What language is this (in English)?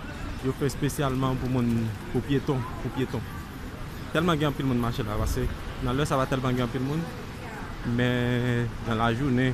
Haitian Creole